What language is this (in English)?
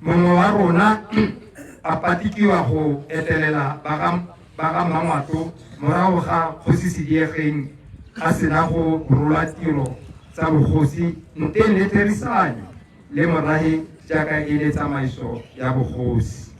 Tswana